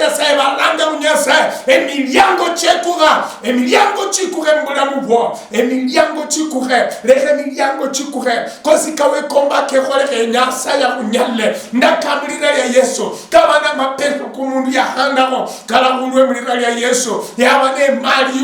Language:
Luyia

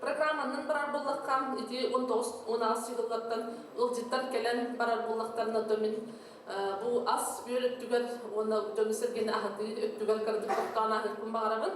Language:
Yakut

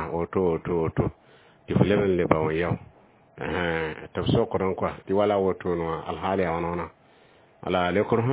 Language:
Mossi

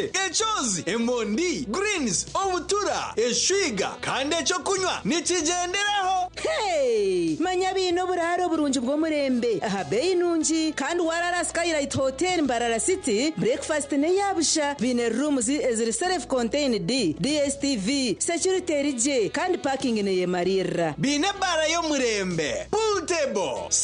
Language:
Nyankole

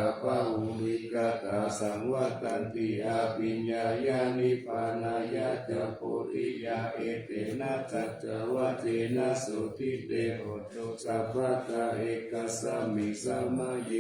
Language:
Pali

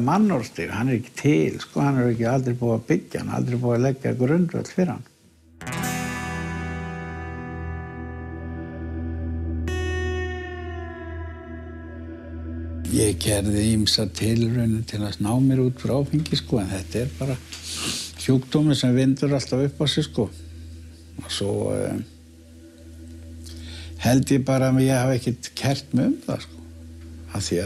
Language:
Icelandic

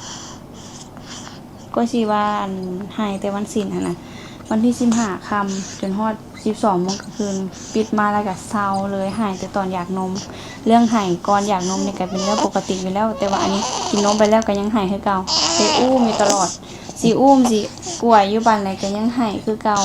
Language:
Lao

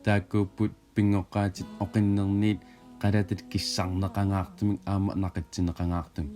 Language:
Kalaallisut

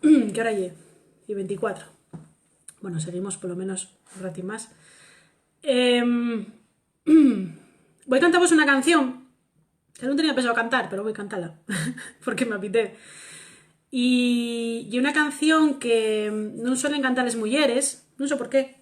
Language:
Asturian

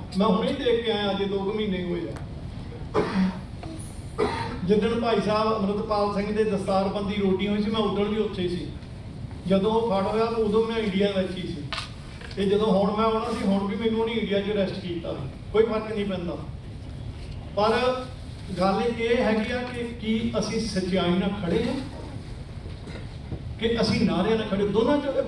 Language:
Punjabi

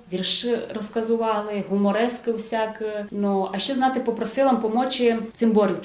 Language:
Rusyn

